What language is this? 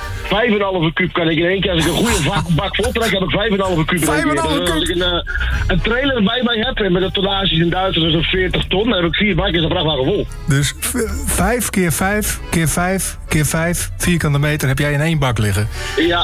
Dutch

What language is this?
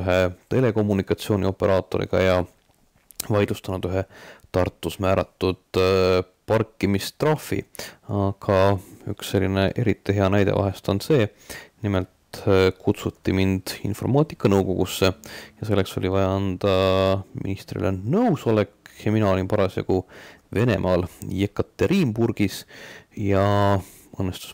Estonian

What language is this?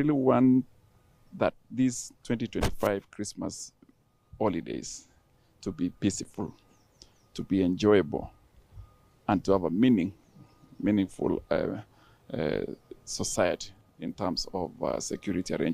Gusii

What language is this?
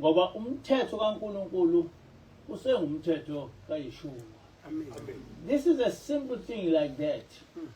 Zulu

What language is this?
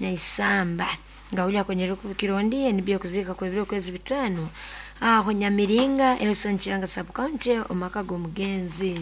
Nyoro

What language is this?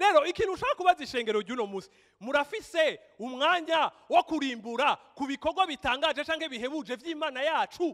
Rundi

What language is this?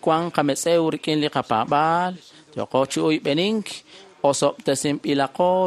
Kekchí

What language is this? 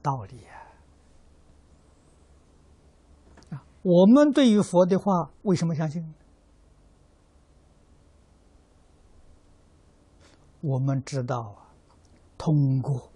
Chinese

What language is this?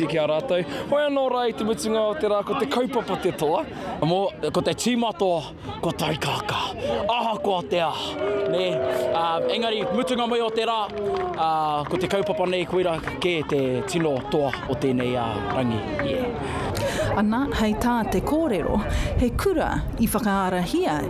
Māori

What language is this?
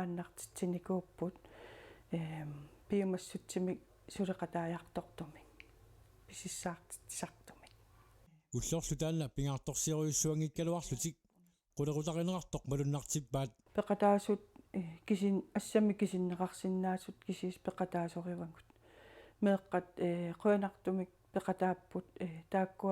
Kalaallisut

